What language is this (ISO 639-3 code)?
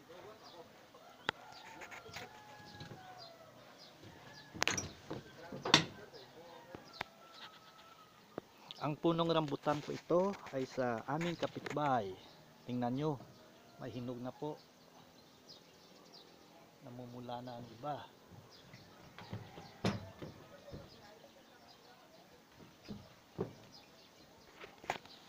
fil